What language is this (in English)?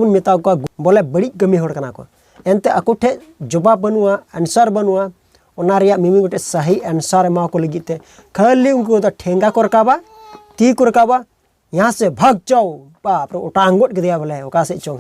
Santali